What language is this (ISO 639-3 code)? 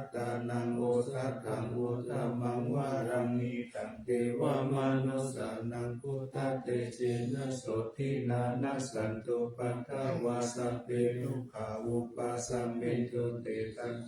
pli